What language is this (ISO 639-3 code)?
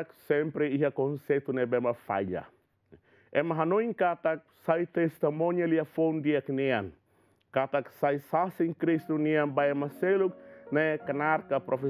tet